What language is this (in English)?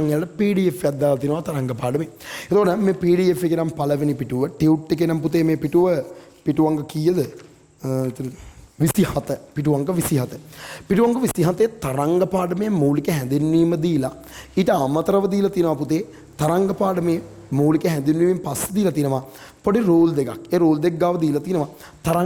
Sinhala